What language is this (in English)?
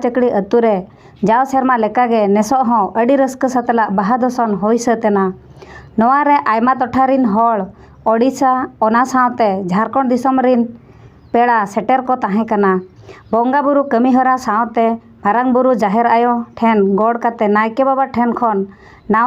Santali